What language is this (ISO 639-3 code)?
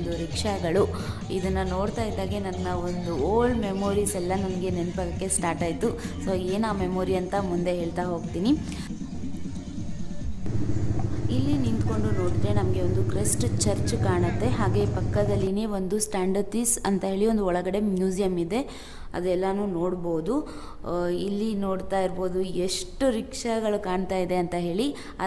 kan